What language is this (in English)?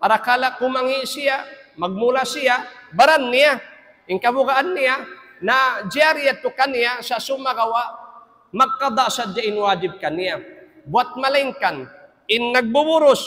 Tausug